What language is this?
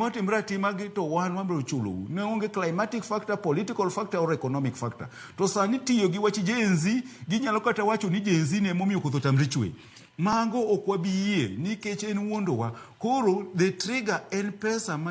Luo (Kenya and Tanzania)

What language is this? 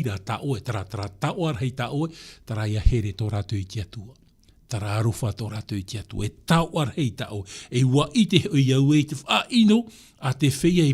Tahitian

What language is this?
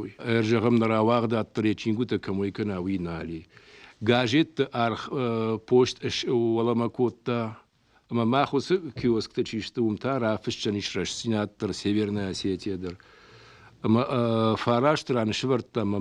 Ossetic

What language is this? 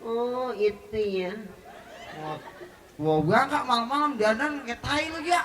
Betawi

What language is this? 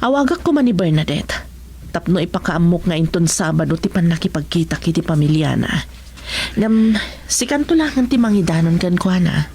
Iloko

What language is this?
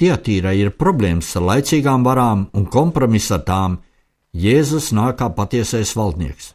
Latvian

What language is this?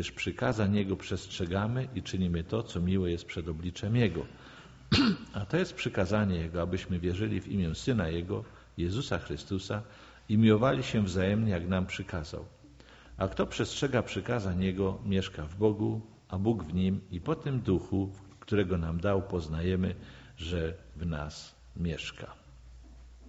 Polish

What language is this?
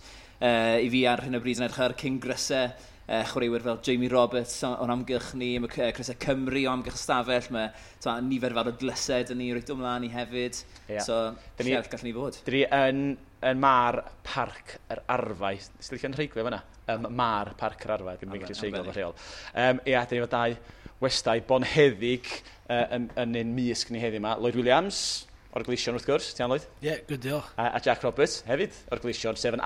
Welsh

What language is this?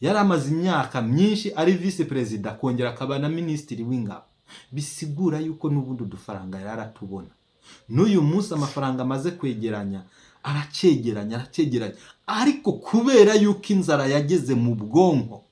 Rundi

